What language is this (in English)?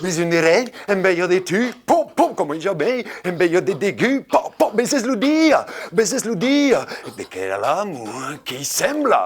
Occitan